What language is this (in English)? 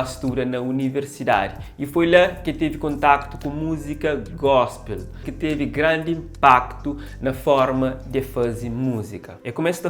Kabuverdianu